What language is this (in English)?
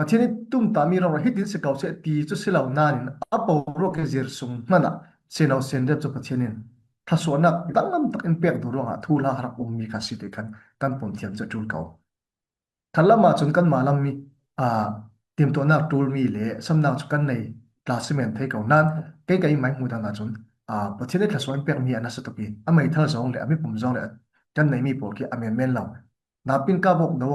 Falam Chin